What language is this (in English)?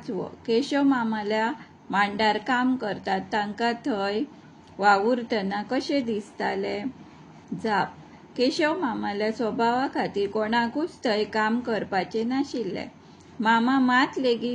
Konkani